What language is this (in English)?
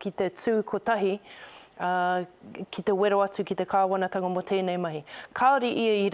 Māori